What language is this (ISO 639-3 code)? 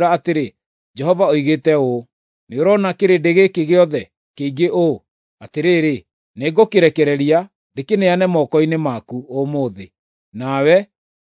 kik